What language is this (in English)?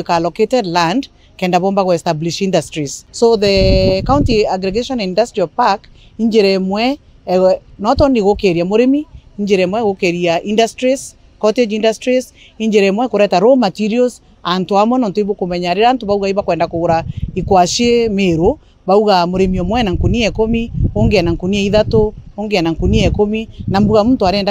Meru